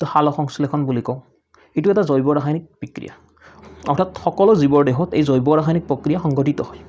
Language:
Assamese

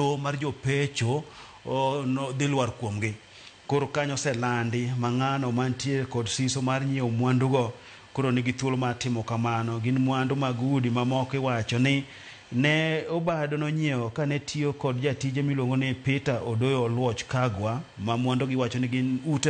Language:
Luo (Kenya and Tanzania)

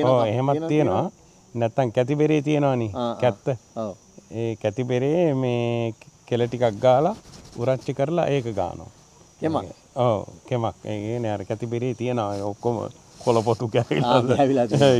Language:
Sinhala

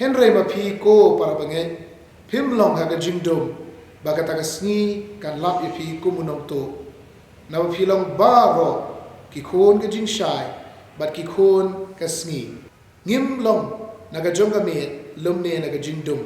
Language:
Khasi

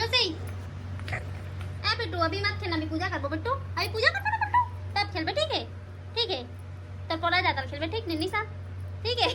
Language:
Chhattisgarhi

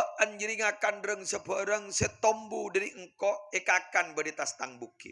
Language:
Madurese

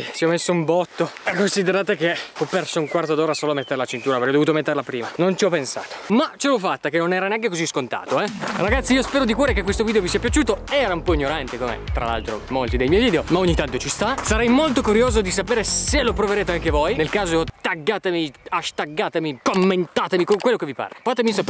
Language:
Italian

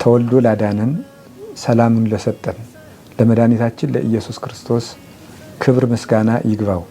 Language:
Amharic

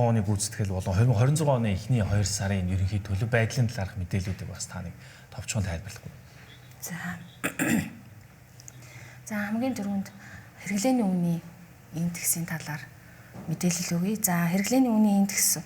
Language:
Mongolian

